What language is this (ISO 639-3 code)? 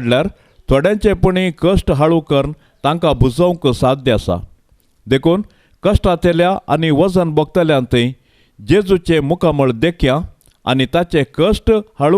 kok